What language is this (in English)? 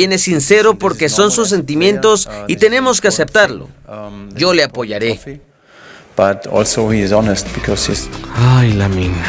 Spanish